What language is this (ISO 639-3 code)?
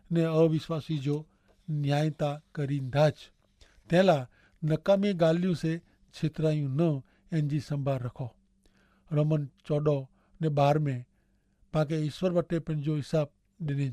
kfr